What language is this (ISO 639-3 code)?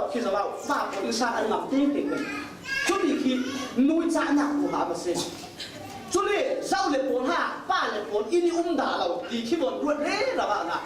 cfm